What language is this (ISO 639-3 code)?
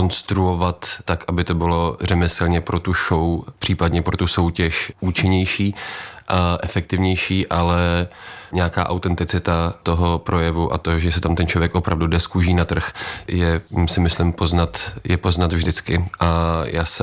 ces